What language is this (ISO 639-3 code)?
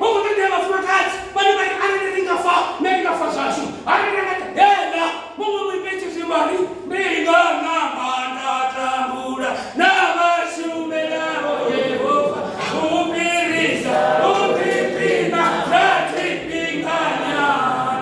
ven